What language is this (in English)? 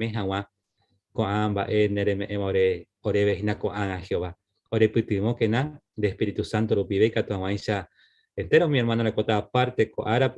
Guarani